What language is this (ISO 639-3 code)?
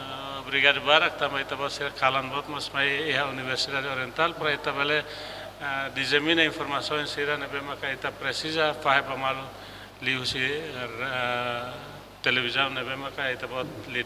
tet